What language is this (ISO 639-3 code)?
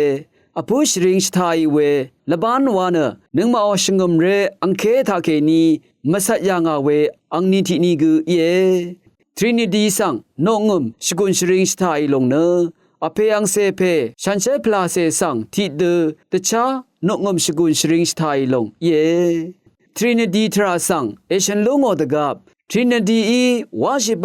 raw